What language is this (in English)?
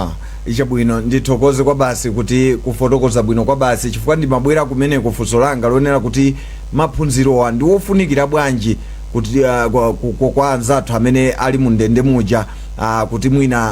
Nyanja